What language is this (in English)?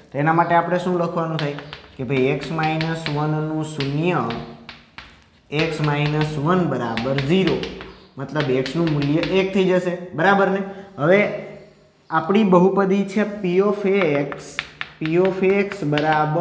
Gujarati